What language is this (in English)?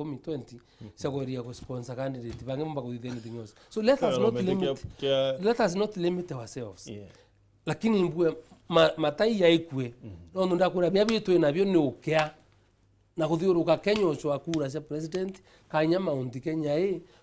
Meru